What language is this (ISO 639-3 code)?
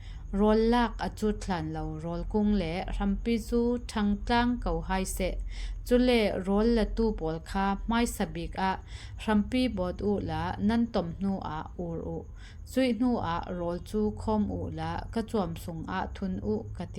cfm